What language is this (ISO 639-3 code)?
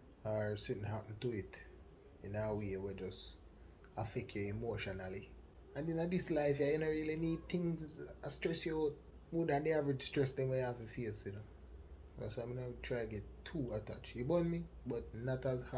jam